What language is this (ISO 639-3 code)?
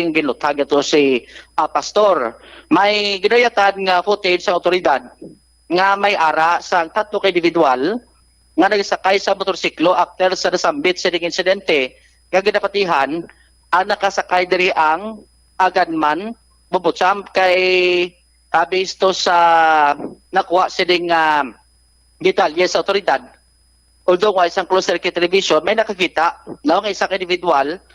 hil